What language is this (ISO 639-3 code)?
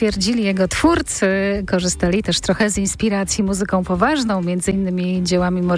pol